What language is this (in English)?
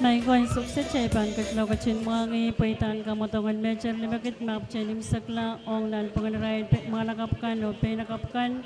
Pohnpeian